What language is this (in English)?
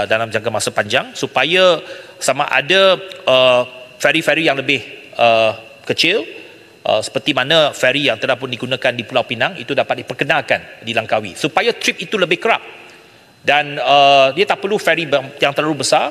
Malay